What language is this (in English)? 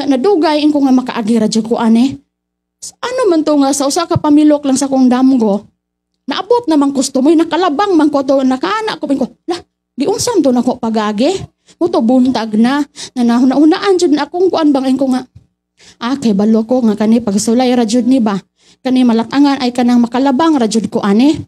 Cebuano